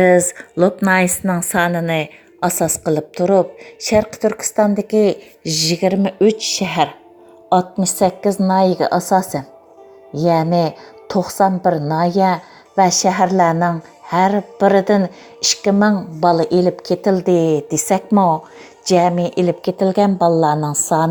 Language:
Uyghur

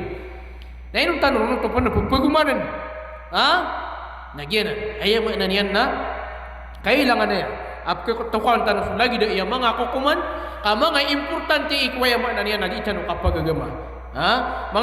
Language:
Maranao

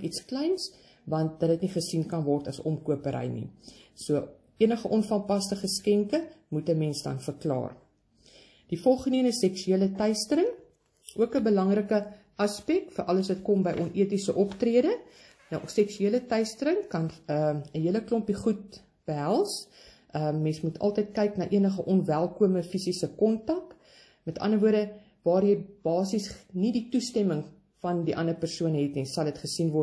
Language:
Afrikaans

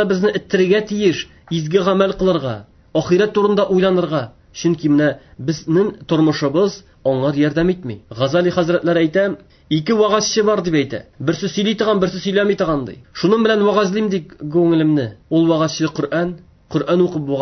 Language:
Tatar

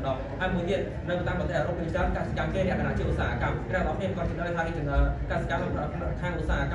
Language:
Khmer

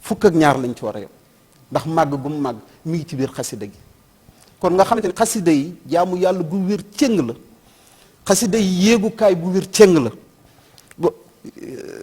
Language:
Wolof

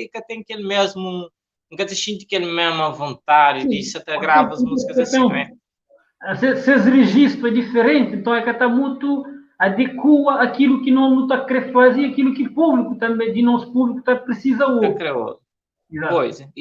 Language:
Kabuverdianu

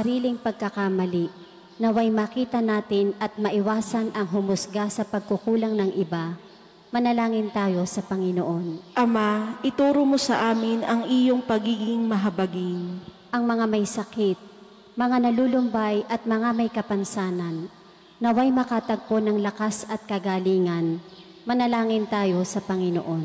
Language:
Filipino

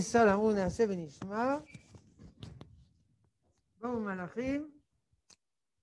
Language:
Hebrew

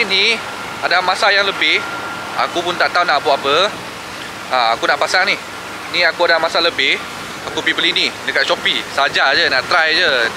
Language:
Malay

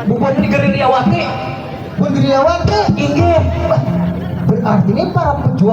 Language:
Banjar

